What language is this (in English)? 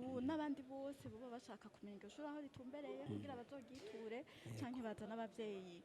Rundi